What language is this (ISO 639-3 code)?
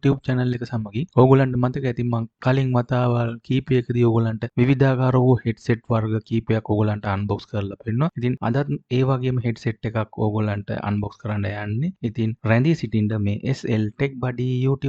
sin